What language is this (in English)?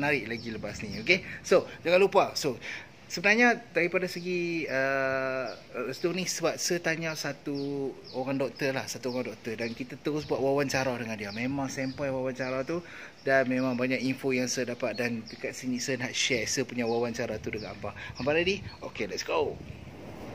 Malay